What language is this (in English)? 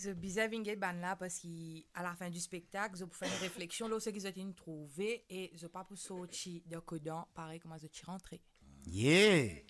Morisyen